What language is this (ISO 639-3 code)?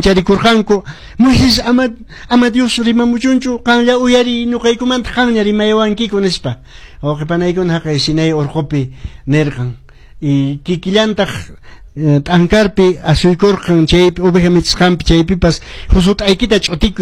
que